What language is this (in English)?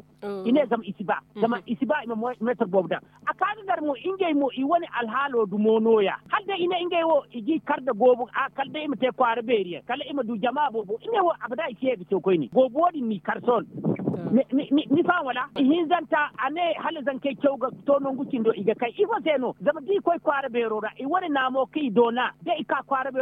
Zarma